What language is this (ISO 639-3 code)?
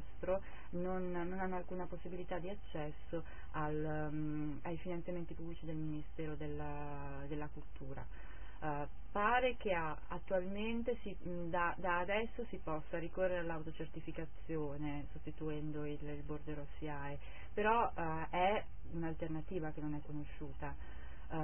ita